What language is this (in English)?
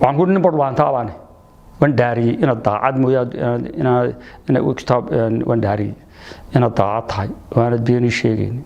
Somali